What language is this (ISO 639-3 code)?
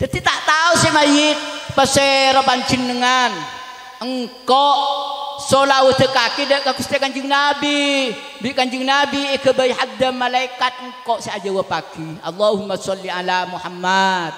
mad